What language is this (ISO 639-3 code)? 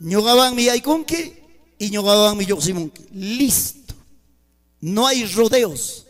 quy